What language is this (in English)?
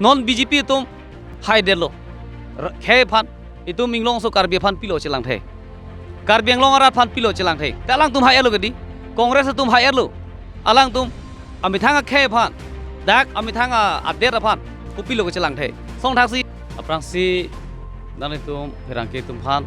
Karbi